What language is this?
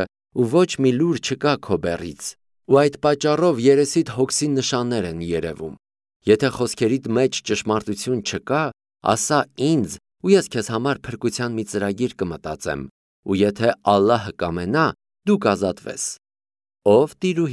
Armenian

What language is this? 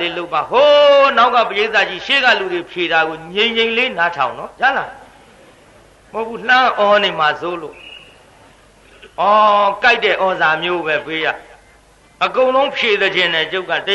Burmese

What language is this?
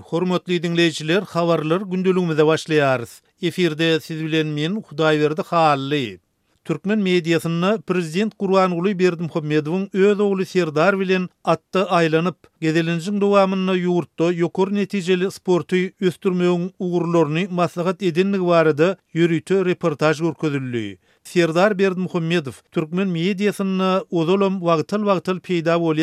Turkmen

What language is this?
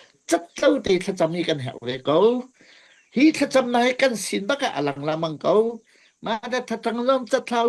Hakha Chin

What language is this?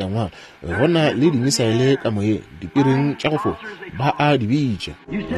Northern Sotho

